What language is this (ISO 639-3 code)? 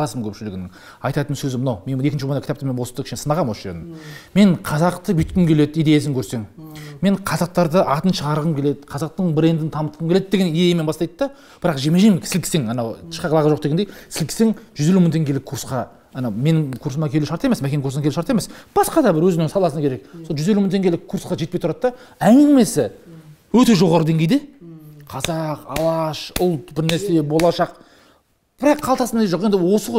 kaz